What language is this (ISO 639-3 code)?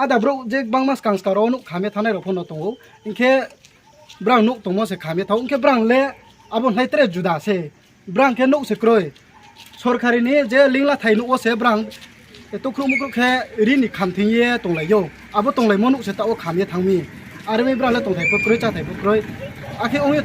trp